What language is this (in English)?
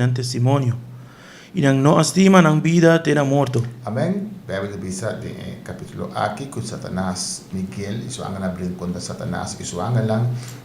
Papiamento